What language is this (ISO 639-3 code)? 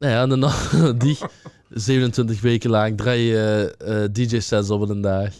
lim